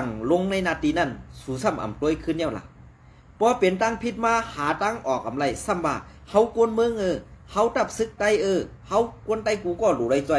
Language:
Shan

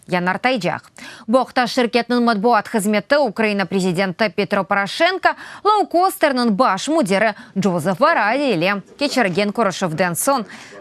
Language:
Crimean Tatar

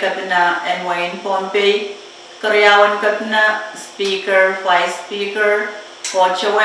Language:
Pohnpeian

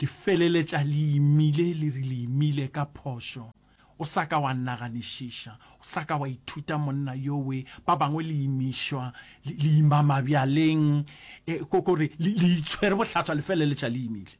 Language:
Northern Sotho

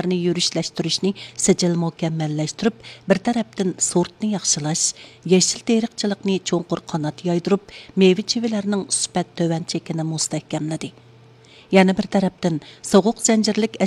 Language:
Uyghur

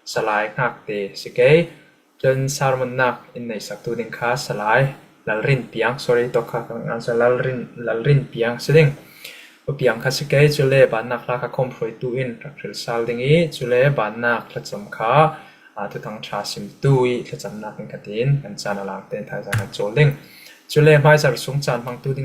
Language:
Falam Chin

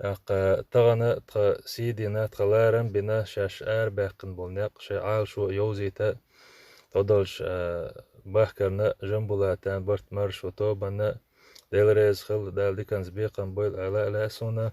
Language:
Chechen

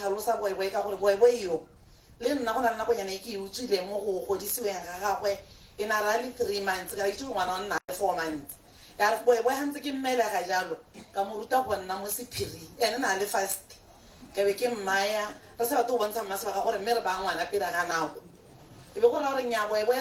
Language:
Tswana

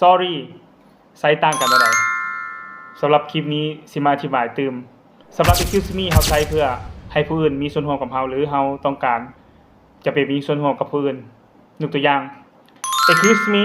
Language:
Lao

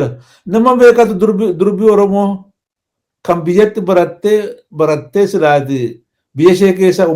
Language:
Oromo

